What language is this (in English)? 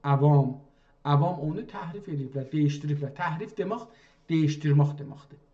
South Azerbaijani